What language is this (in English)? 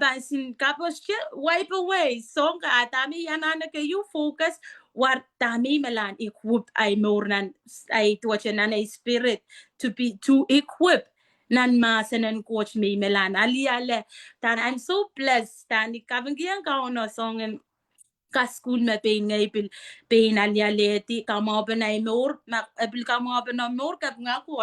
Pohnpeian